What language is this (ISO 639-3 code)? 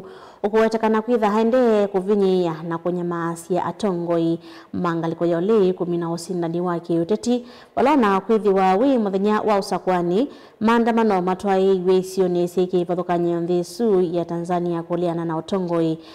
kam